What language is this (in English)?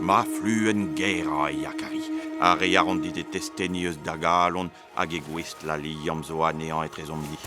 Breton